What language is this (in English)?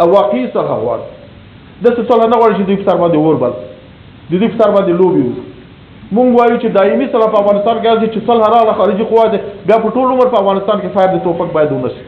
Pashto